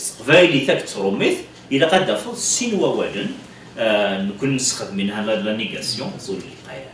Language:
Kabyle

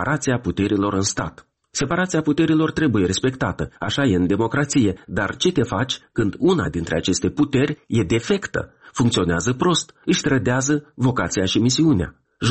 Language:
Romanian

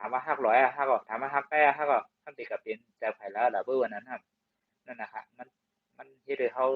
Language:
Shan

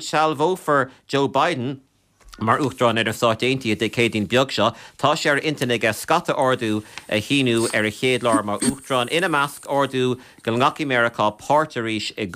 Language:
Irish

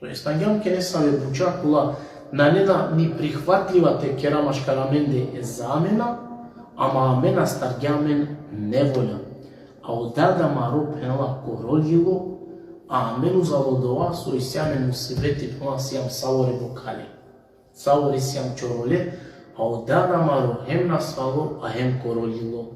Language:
Balkan Romani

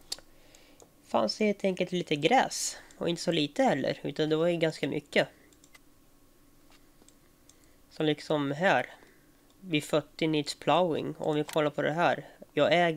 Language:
Swedish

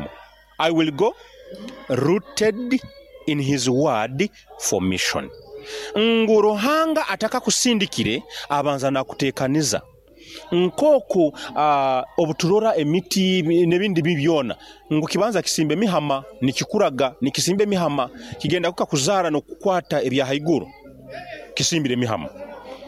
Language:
Nyoro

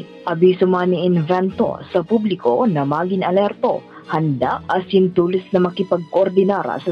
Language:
Bikol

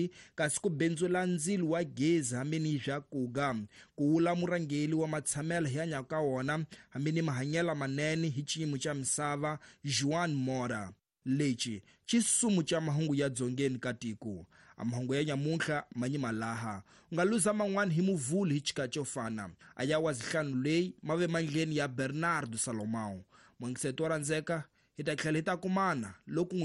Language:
Tsonga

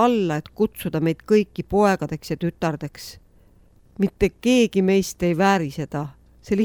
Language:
Estonian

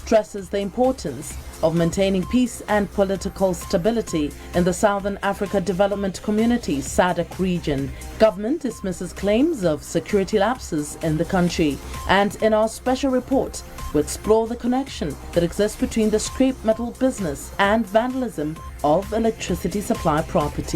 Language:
English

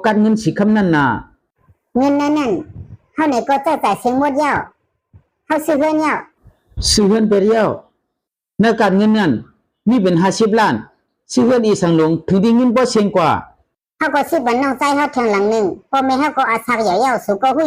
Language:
Shan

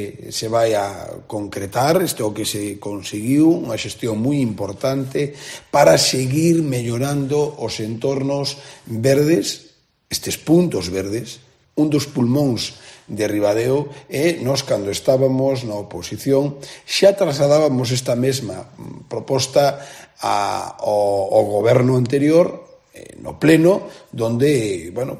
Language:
Galician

